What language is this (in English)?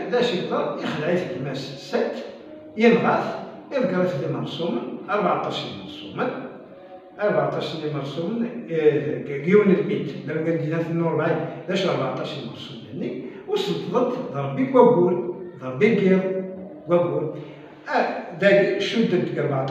Kabyle